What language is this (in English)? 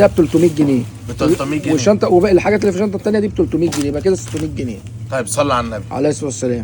Egyptian Arabic